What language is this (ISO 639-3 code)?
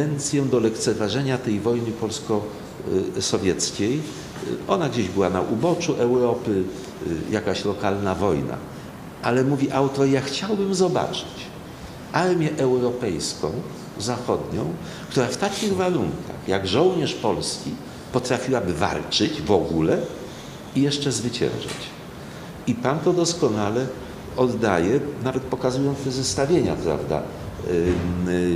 pol